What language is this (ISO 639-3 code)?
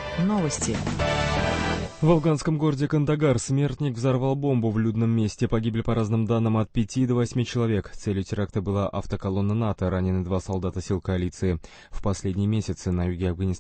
rus